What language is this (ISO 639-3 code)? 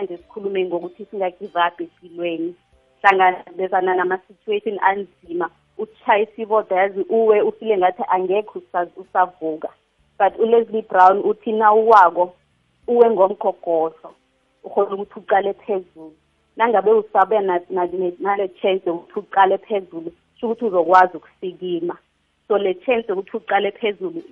nbl